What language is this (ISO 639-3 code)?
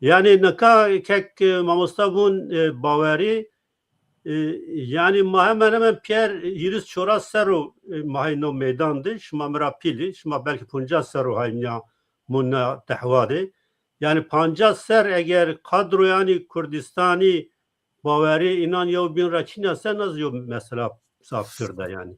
zza